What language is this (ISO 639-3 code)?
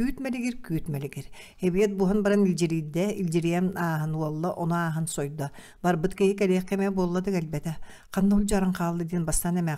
sah